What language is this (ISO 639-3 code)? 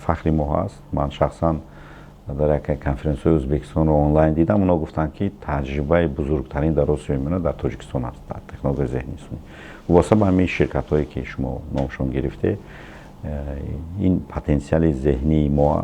tgk